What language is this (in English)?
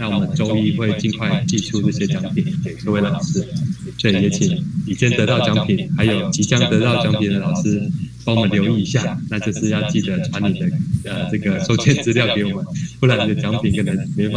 Chinese